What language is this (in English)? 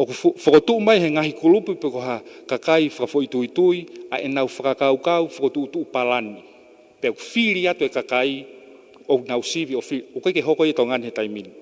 Tongan